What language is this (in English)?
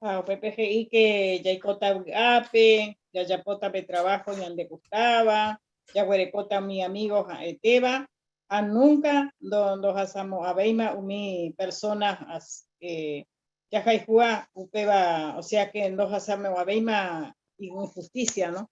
Guarani